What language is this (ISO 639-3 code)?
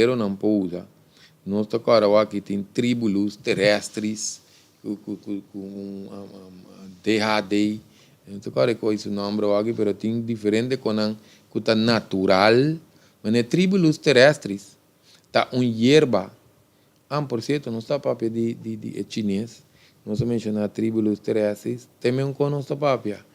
pap